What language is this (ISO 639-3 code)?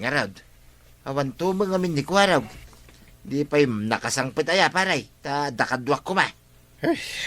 ilo